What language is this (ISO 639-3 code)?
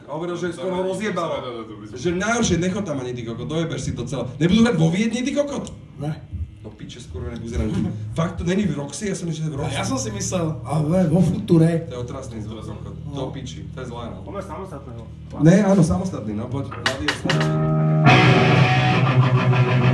slk